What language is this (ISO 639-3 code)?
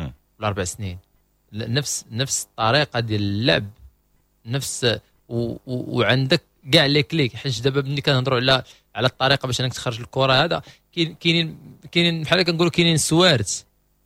ary